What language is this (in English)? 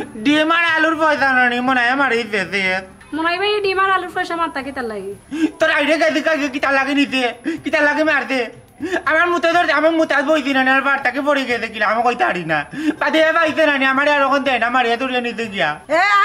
Sylheti